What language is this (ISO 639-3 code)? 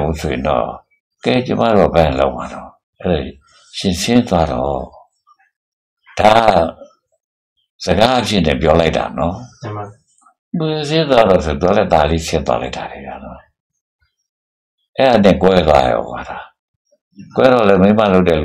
mya